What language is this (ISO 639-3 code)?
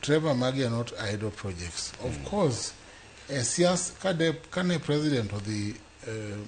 luo